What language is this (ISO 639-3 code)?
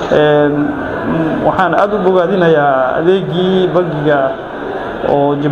som